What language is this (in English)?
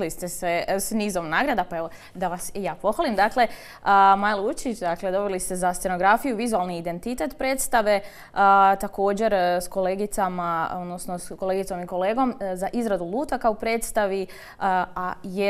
Croatian